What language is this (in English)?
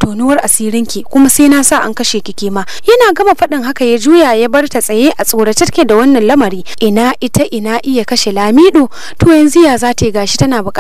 Hausa